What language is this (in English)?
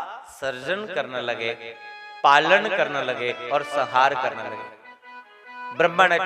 Dogri